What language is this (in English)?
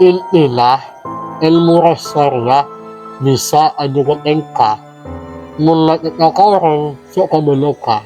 Madurese